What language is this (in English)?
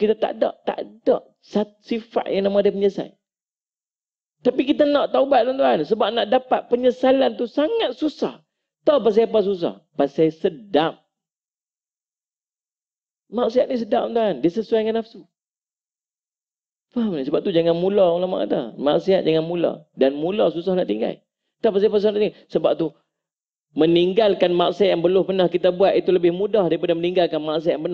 Malay